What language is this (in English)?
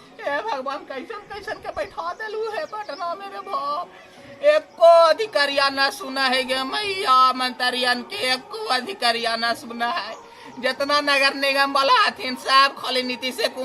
Magahi